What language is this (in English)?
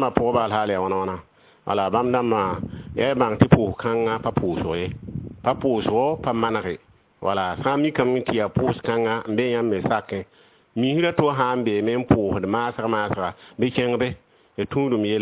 Mossi